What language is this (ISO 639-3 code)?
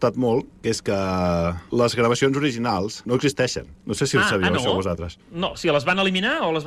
cat